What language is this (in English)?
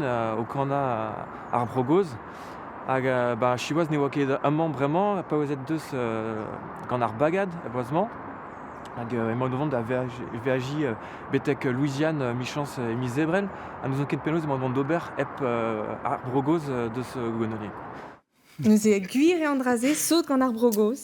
Breton